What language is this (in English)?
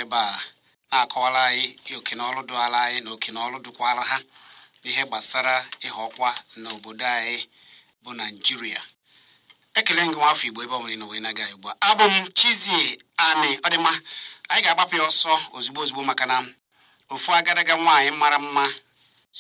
Igbo